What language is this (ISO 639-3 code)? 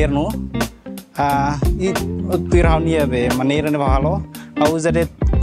tet